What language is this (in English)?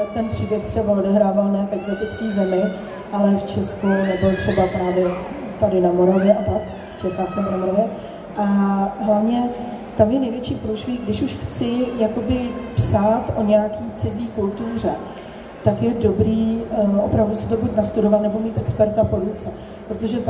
Czech